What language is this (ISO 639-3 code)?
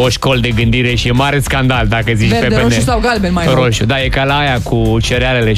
ron